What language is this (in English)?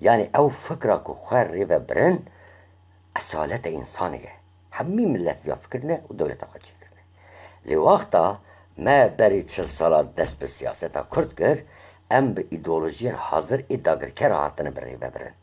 Kurdish